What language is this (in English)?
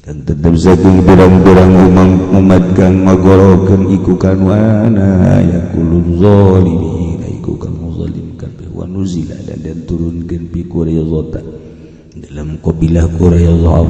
Sundanese